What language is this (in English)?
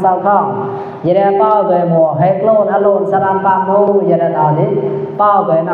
Mon